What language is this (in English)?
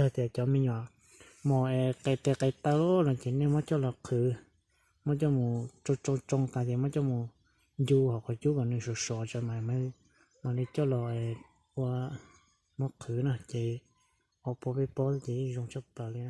Hmong